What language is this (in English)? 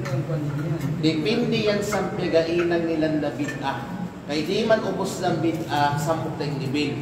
Kalagan